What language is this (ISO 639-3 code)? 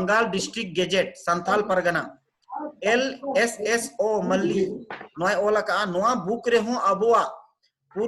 sat